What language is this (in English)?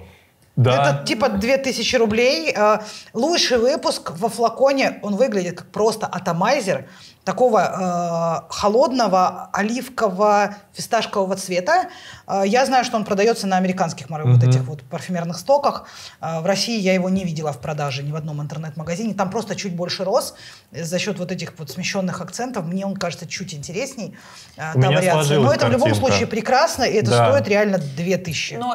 Russian